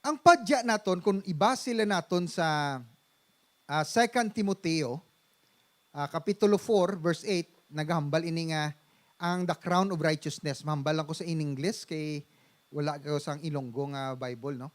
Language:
Hiligaynon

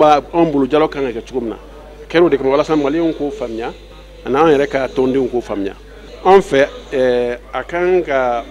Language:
Bambara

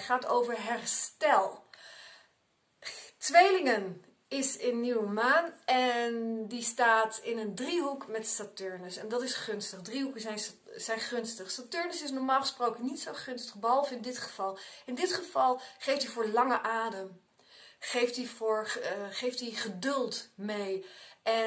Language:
Dutch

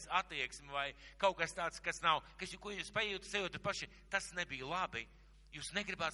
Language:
Latvian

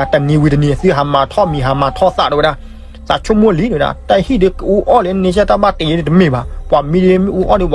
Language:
S'gaw Karen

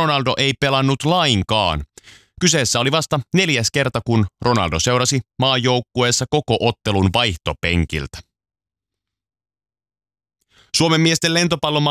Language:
Finnish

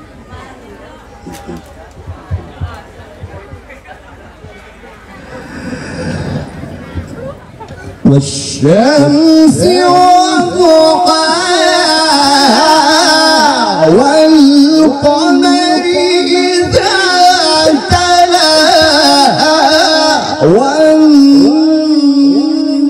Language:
Arabic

